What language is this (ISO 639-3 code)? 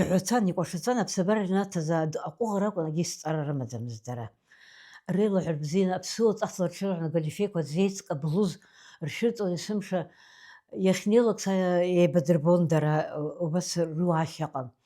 abk